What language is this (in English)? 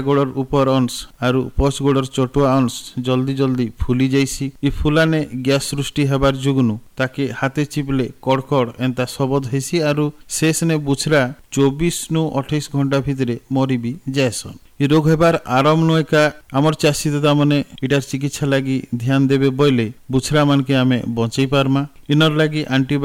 Odia